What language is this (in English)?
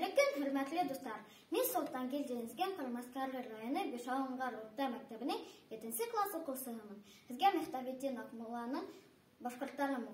Bashkir